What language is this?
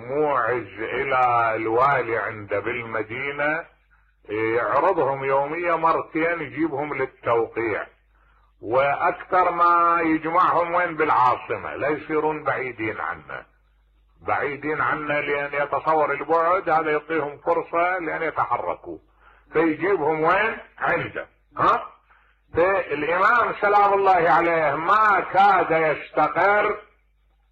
Mesopotamian Arabic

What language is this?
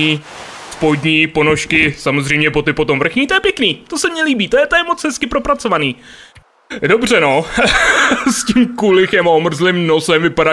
Czech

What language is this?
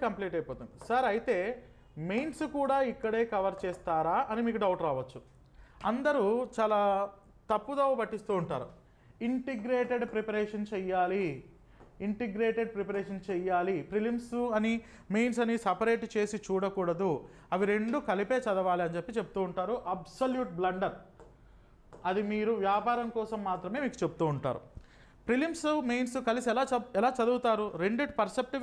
Telugu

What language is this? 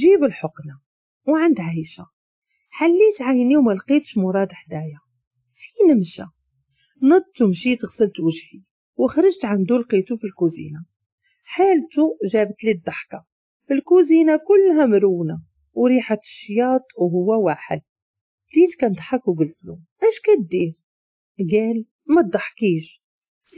Moroccan Arabic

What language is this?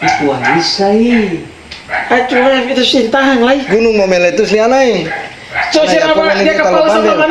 Ambonese Malay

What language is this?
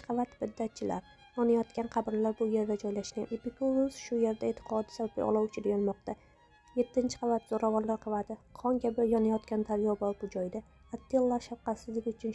Uzbek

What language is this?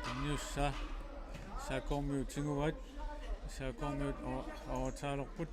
Kalaallisut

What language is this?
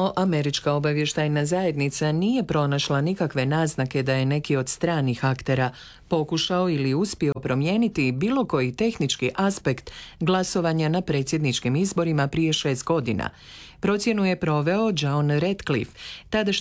Croatian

